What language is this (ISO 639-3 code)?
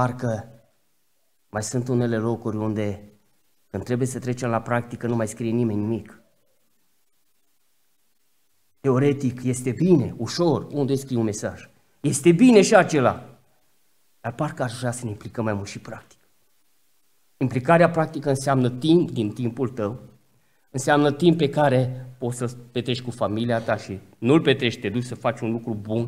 ron